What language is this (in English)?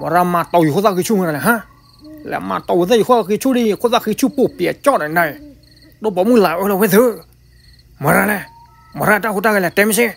S'gaw Karen